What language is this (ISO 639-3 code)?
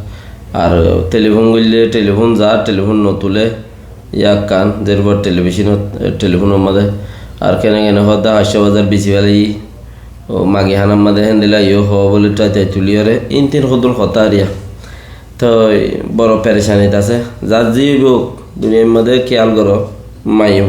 rhg